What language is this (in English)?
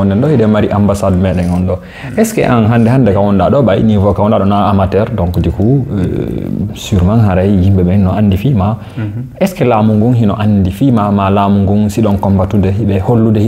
Fula